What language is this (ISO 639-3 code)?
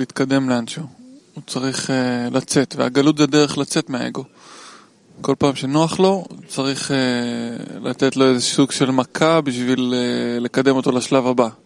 heb